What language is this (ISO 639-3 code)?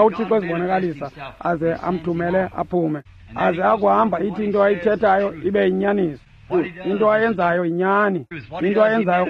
xho